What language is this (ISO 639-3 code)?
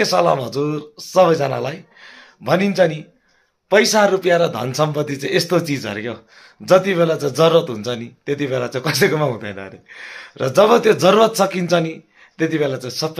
nep